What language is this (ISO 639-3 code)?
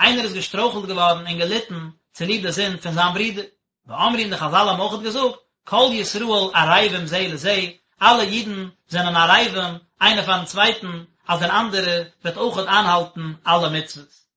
yid